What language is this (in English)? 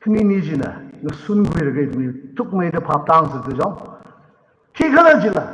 Tangkhul Naga (India)